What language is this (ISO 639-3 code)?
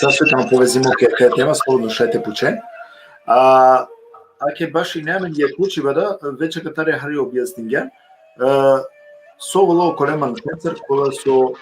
rmn